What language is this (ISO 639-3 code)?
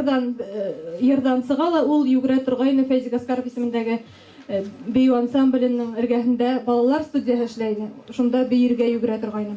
bak